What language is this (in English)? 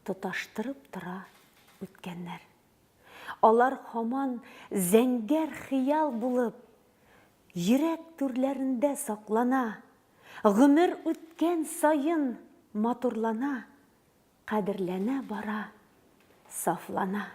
Tatar